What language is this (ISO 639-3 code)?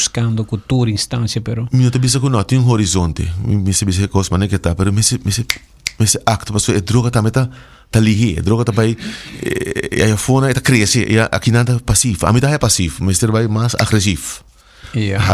pap